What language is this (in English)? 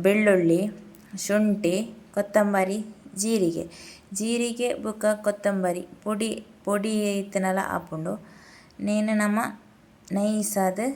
Tulu